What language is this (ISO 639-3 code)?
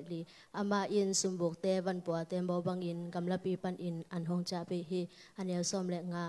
ctd